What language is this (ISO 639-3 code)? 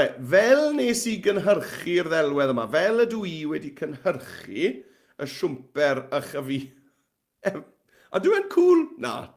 cym